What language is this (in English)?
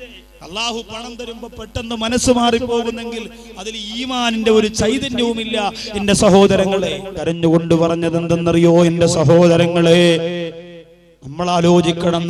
Malayalam